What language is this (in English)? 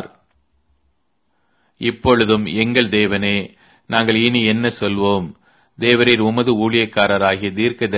Tamil